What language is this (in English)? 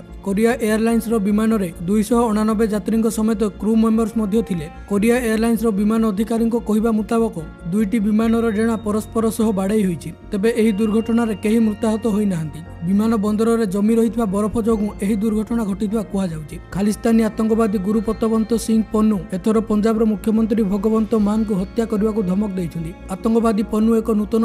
Odia